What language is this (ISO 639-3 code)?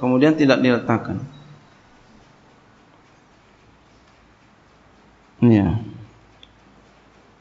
ind